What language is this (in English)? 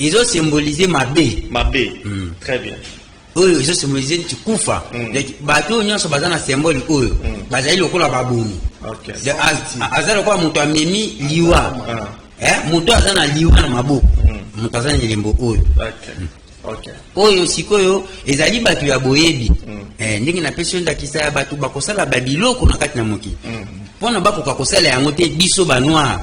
Lingala